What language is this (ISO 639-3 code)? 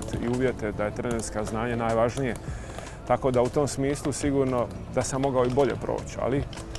hrv